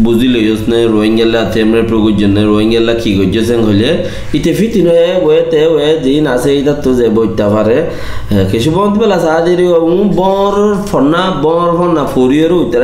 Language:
Rohingya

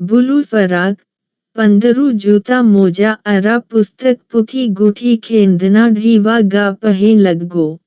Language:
Kurukh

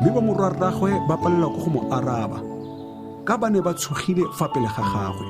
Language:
Tswana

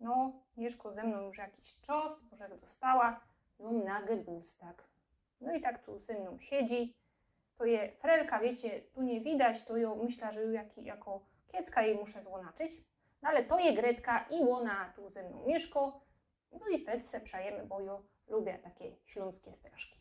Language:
Silesian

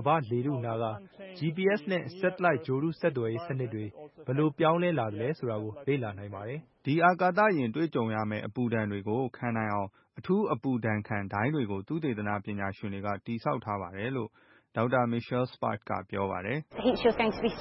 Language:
Burmese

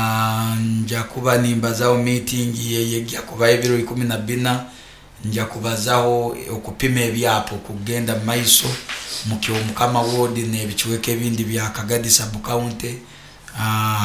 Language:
Nyoro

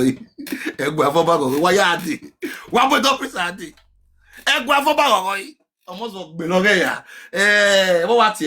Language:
Nigerian Pidgin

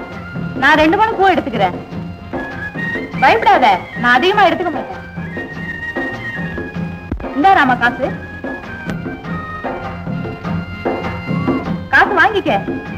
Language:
Tamil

